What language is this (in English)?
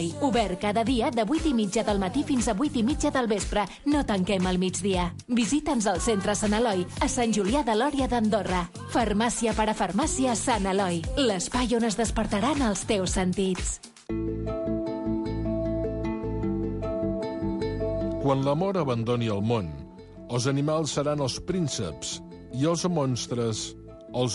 Catalan